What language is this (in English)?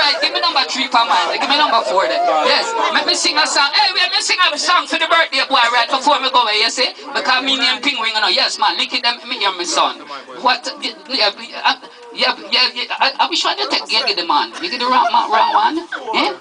Jamaican Creole English